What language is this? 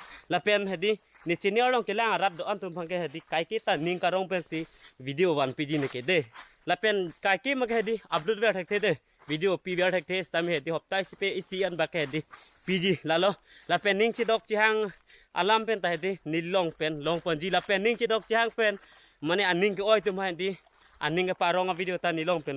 Karbi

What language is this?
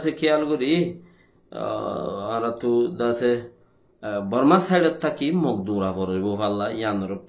Rohingya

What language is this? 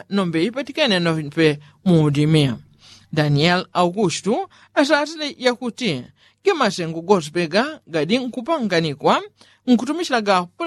Yao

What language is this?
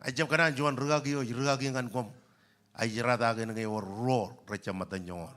Marshallese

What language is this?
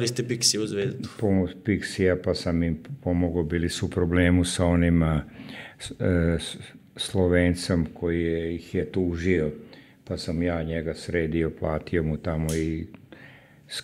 Serbian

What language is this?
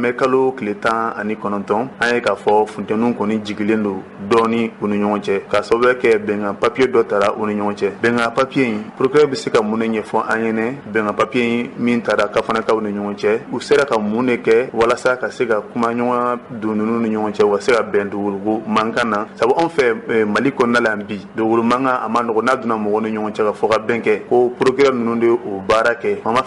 Bambara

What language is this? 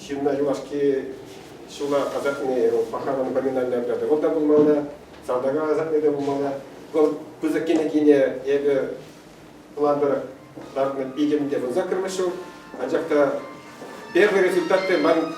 Chuvash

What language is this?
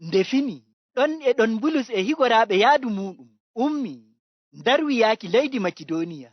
Nigerian Fulfulde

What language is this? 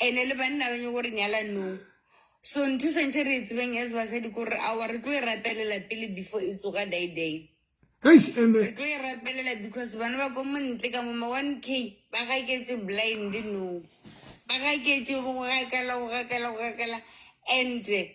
Southern Sotho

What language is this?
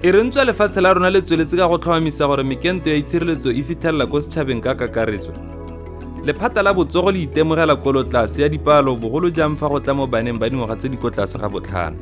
Tswana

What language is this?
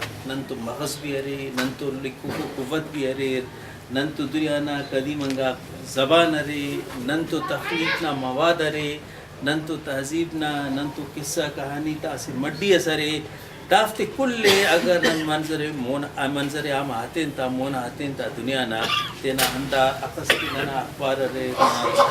Brahui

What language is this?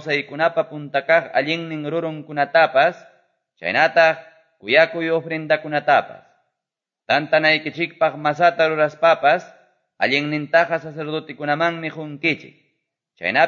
Quechua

